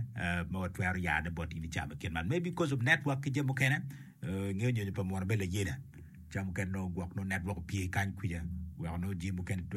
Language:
Acoli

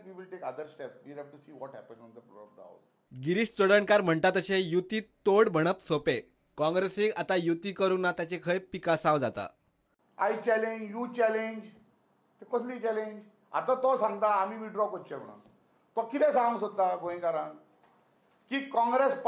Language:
Konkani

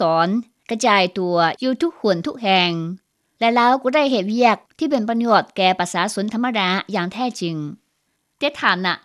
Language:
Lao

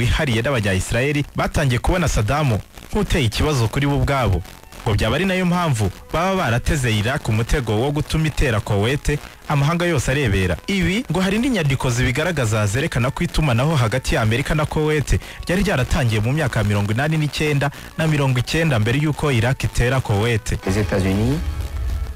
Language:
Kinyarwanda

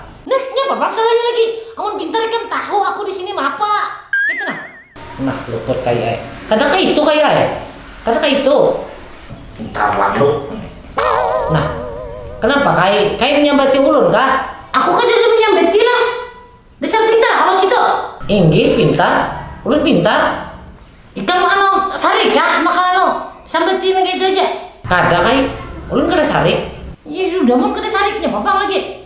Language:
Banjar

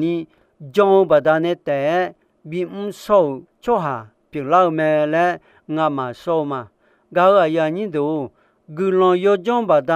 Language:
Akha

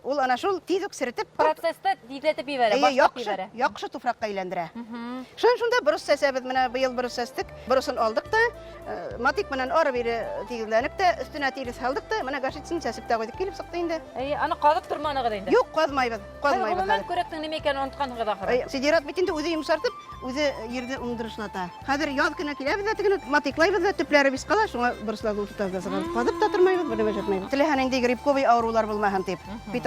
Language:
Bashkir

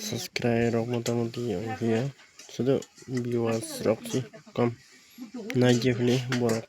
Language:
Kok Borok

